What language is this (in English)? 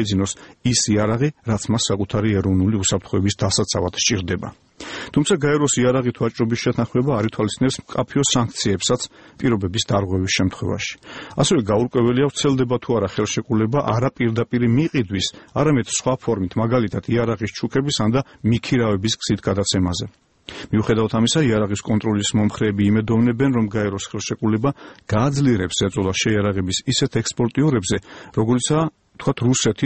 Georgian